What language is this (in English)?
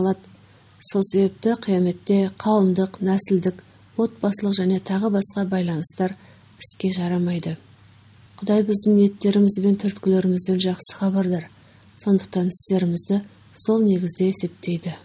Kazakh